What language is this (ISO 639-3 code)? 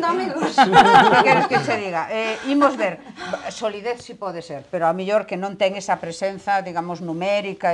glg